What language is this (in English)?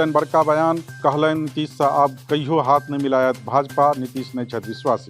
Maithili